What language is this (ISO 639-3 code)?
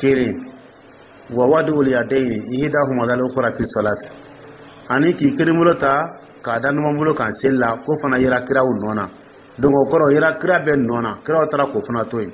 dyu